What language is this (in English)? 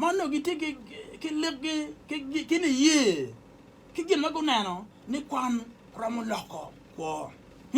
Acoli